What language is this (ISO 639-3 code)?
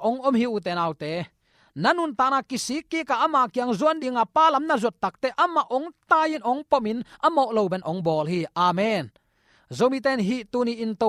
ctd